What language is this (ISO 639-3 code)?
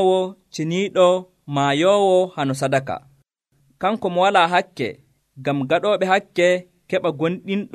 fuv